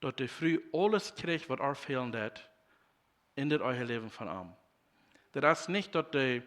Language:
Plautdietsch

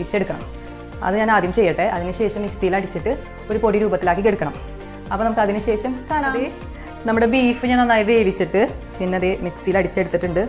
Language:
Malayalam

